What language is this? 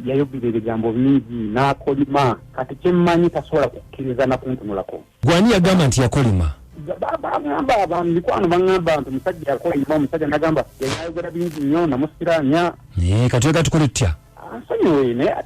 Ganda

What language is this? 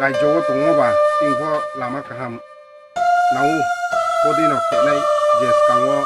Riang (India)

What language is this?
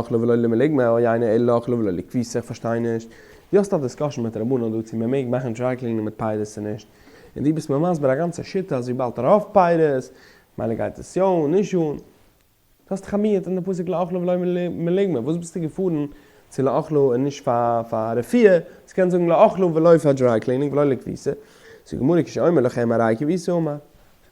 Yiddish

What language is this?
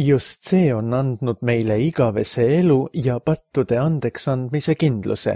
Estonian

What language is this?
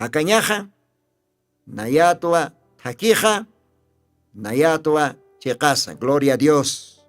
Aymara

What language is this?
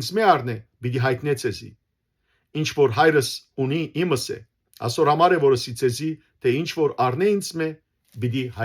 Western Armenian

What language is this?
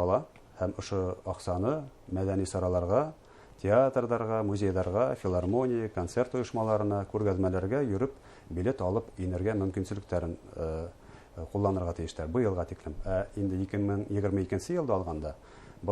Bashkir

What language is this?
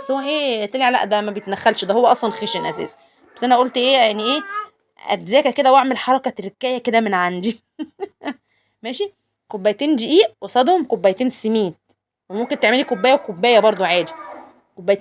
Egyptian Arabic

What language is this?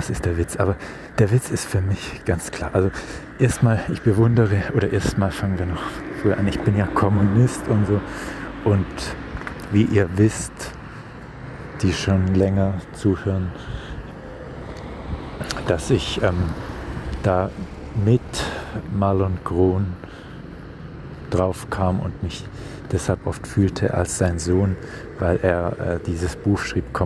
German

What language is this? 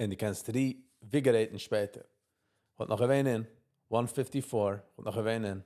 Yiddish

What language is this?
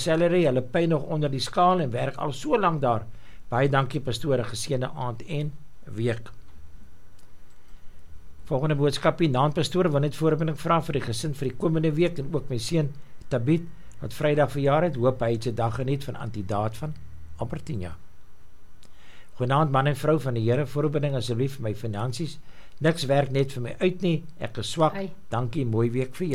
Afrikaans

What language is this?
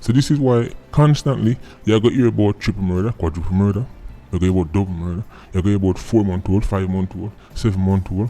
Jamaican Creole English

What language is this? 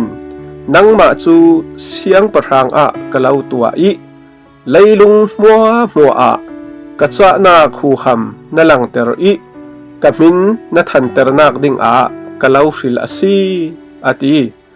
Falam Chin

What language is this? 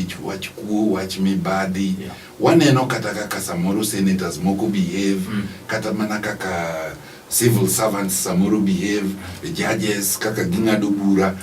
Luo (Kenya and Tanzania)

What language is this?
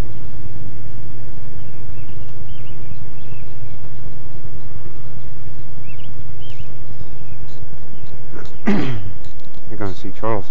English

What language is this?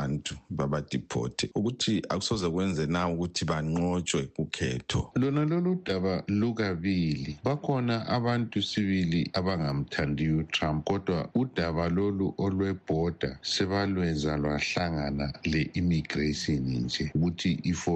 North Ndebele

